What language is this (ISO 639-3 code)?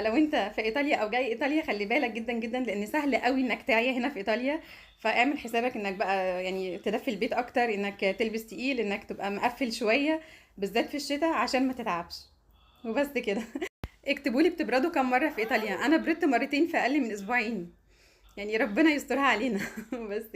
arz